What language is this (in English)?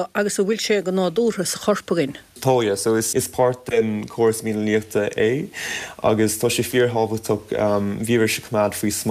Irish